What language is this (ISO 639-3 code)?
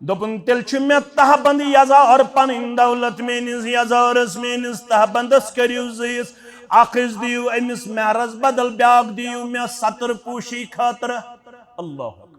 kas